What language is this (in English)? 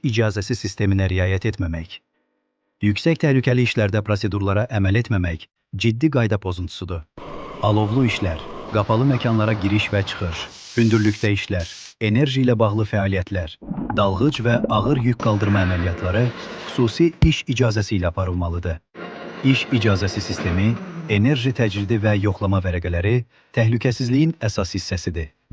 Azerbaijani